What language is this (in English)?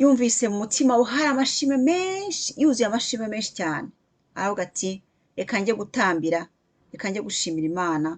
Kinyarwanda